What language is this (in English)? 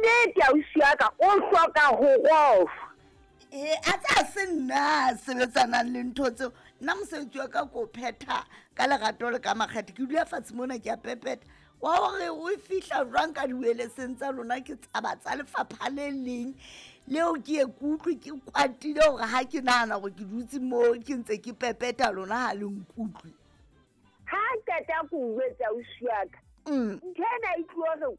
Southern Sotho